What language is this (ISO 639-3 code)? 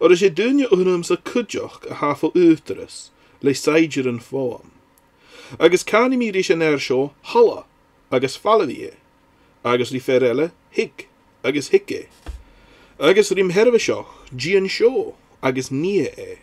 gla